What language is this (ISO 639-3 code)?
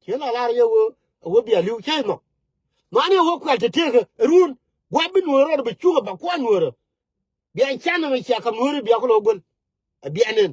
nus